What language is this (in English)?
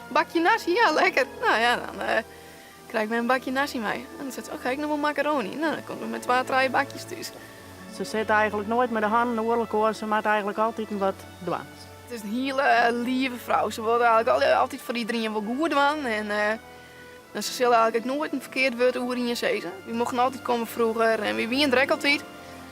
Western Frisian